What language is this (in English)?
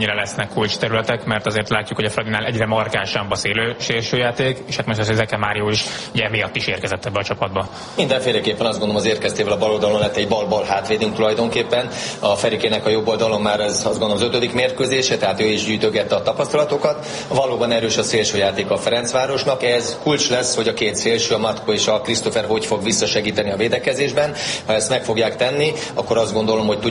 Hungarian